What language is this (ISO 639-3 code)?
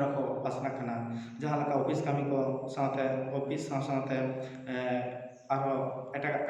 sat